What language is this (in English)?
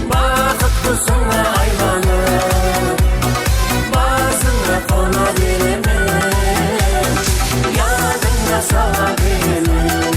Kara-Kalpak